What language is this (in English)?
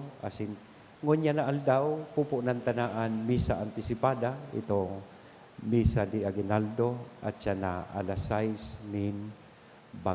Bikol